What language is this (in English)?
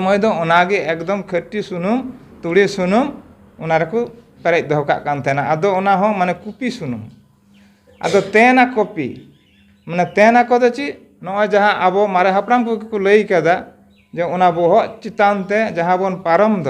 Santali